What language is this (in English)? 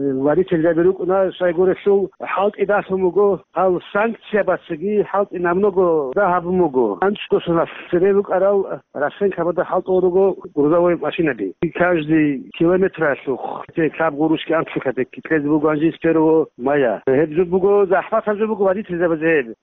Avaric